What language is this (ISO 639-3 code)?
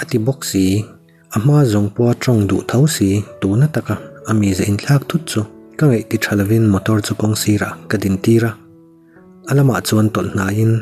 lus